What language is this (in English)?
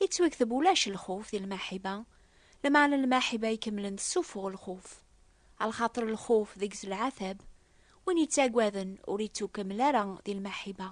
Kabyle